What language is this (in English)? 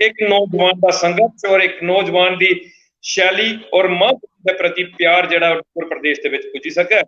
Dogri